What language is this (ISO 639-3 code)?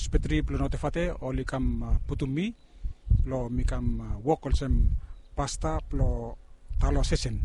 bis